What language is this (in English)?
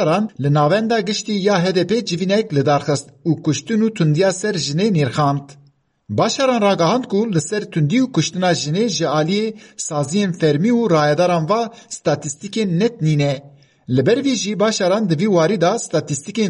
Kurdish